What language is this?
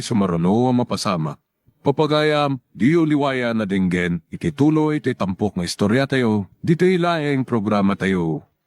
Iloko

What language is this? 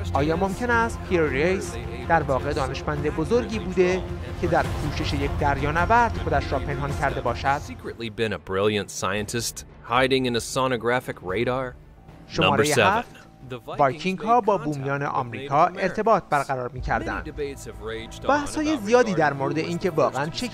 Persian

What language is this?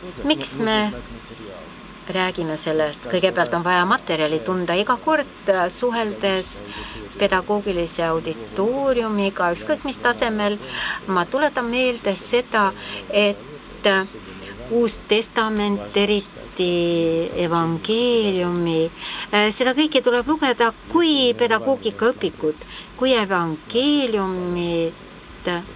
Estonian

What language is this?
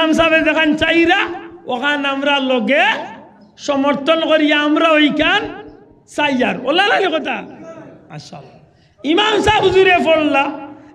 Sylheti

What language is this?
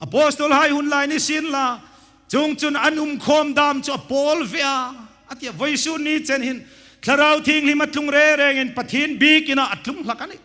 Hmar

